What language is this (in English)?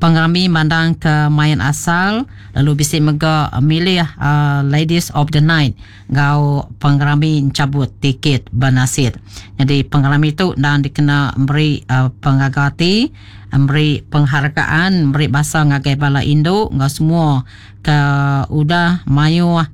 Iban